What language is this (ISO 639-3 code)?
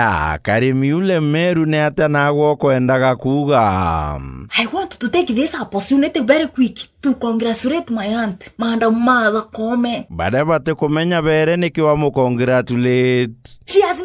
mer